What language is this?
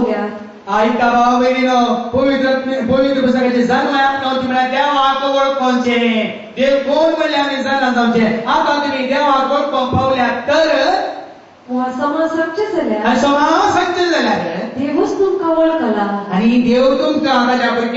Konkani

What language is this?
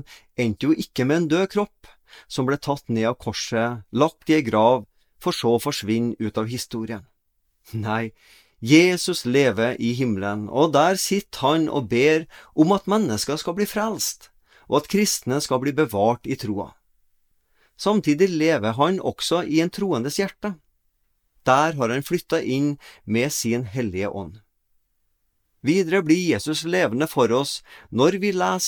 Norwegian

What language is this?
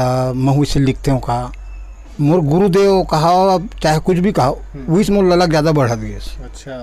Chhattisgarhi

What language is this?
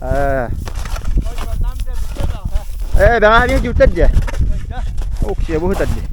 Yakut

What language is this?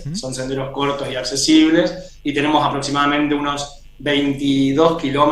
Spanish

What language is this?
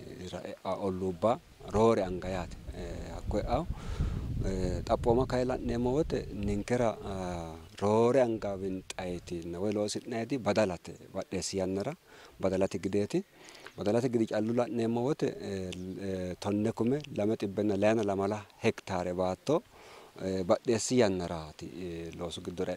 Sidamo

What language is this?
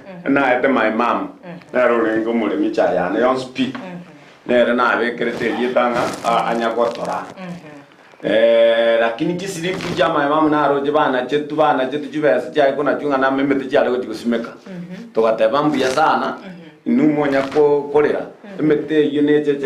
Gusii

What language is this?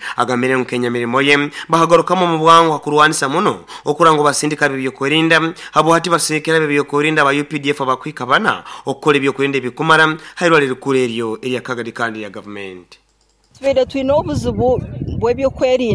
Nyoro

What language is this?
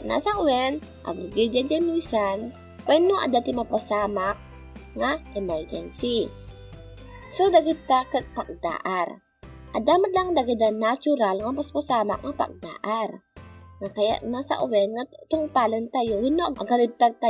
Iloko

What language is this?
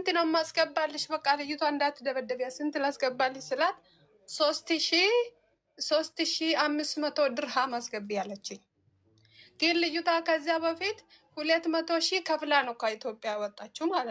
Amharic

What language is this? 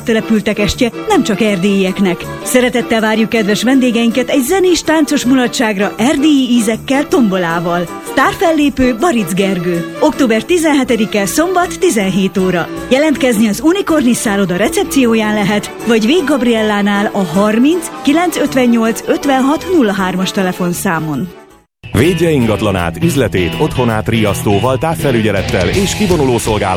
Hungarian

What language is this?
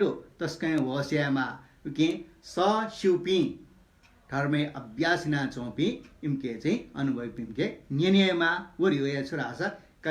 Newari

